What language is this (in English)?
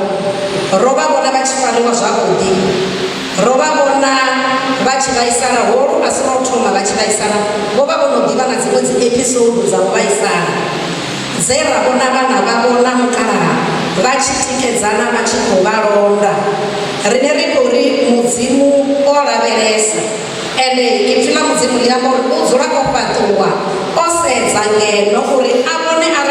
Venda